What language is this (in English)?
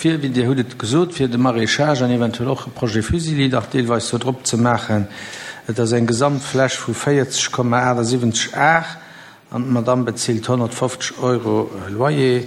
Luxembourgish